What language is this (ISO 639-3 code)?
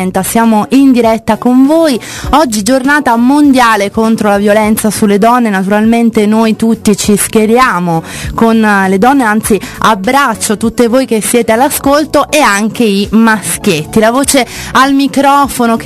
ita